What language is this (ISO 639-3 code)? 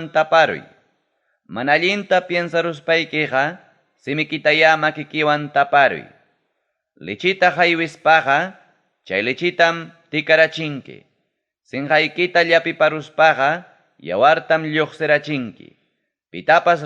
quy